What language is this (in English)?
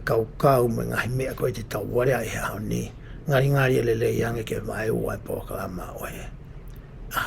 Tongan